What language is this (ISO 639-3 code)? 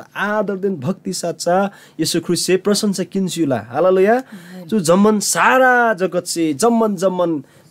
taj